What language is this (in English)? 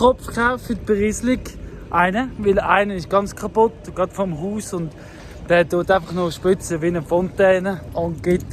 Swiss German